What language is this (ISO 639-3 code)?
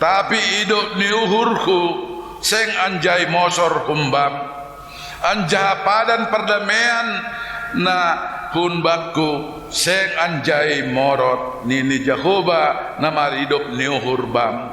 bts